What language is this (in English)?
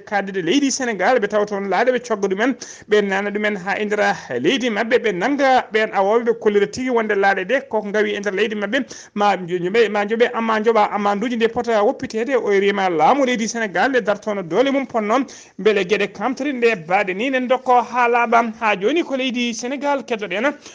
Fula